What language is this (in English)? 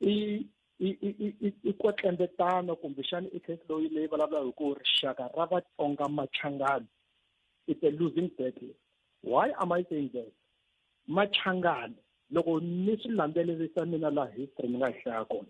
Tsonga